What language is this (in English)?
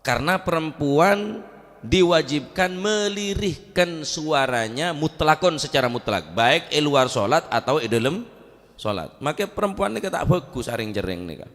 Madurese